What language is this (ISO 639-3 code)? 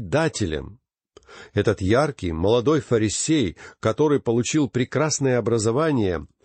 rus